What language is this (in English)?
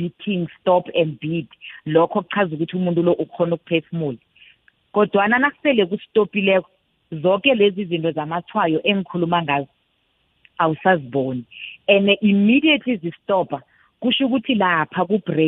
South Ndebele